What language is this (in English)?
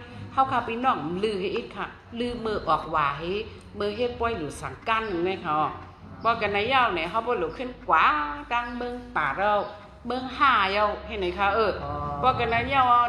Shan